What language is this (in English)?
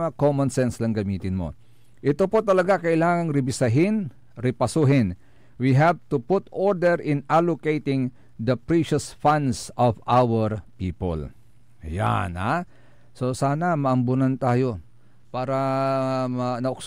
Pangasinan